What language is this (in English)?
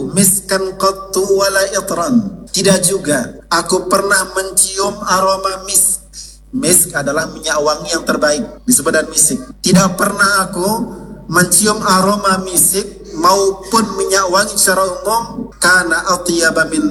Indonesian